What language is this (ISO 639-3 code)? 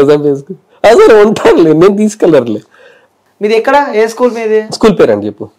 tel